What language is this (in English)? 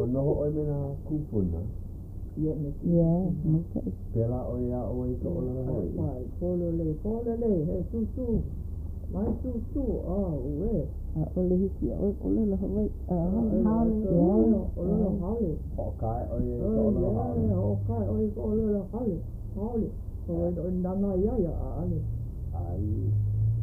Hawaiian